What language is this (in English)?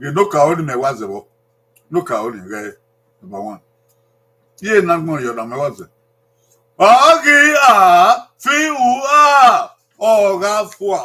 Bini